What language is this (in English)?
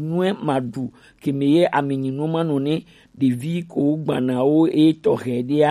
Gen